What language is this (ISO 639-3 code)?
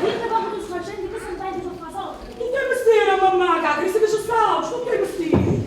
nap